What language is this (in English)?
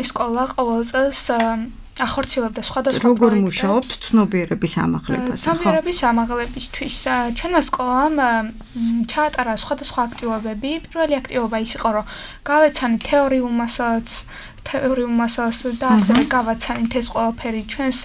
Georgian